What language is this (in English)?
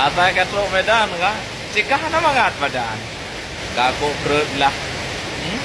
Achinese